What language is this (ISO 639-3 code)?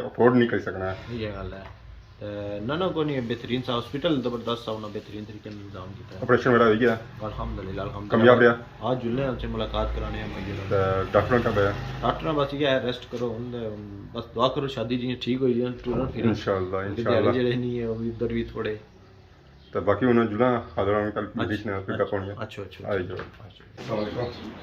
phr